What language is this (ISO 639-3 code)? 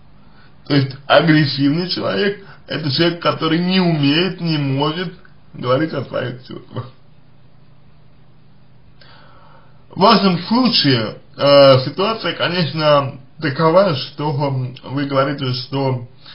rus